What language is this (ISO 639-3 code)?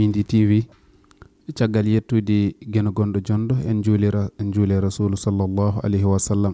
ful